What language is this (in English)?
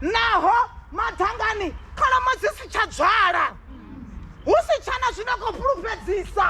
Venda